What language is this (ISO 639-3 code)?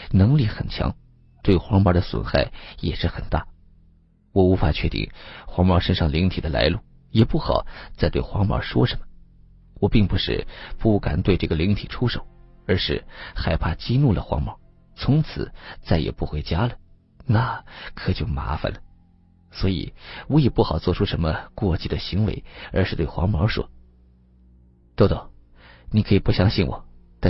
zho